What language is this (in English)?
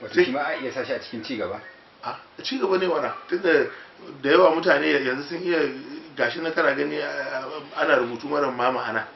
Hausa